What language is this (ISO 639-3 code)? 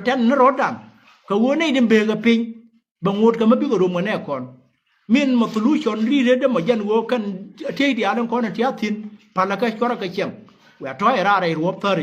nus